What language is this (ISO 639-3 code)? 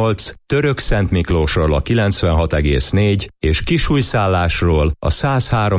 hun